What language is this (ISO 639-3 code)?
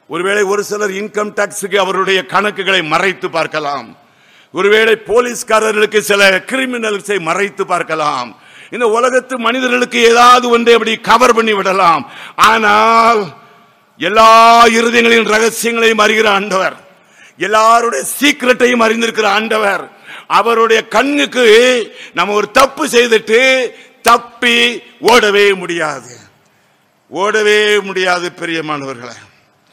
tam